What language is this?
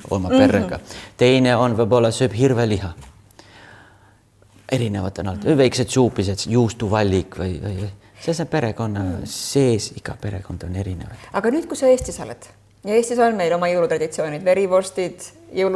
Estonian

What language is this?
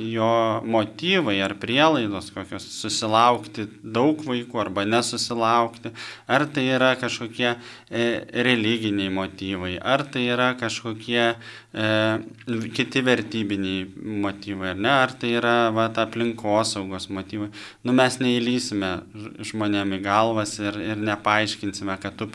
Lithuanian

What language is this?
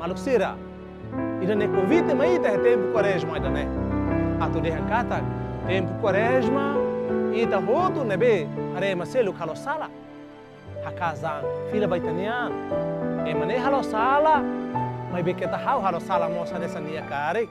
Tetum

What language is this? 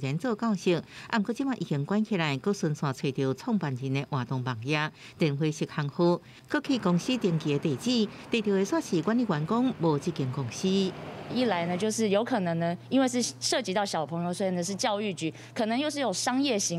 Min Nan Chinese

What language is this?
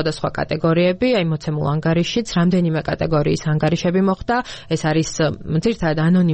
Georgian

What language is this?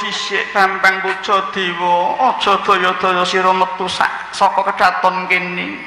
Javanese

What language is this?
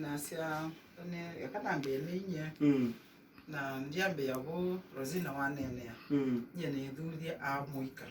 Kamba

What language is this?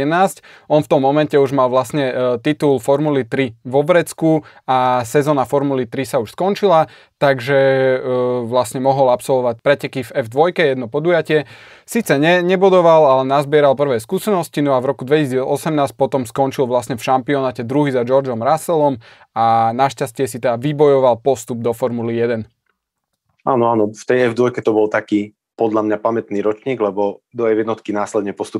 Slovak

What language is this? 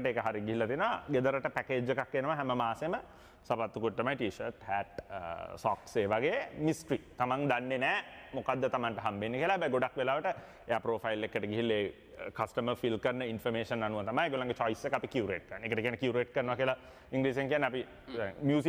Sinhala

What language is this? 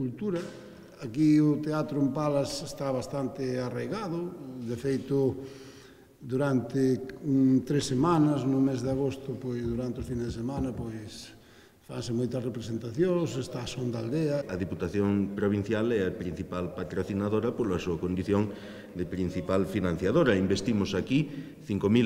Galician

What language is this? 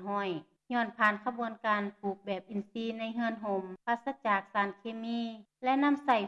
Lao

